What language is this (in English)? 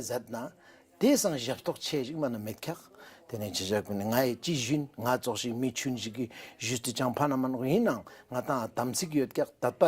Ladakhi